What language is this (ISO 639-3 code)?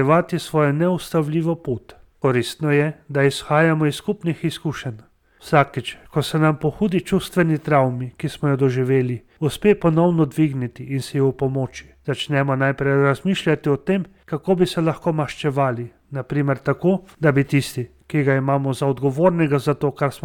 slv